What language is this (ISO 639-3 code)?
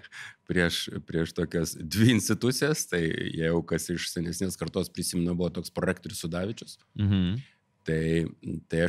lit